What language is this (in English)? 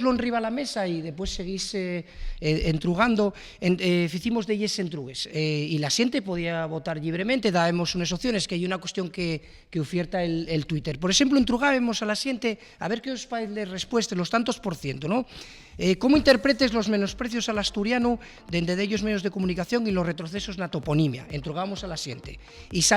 Asturian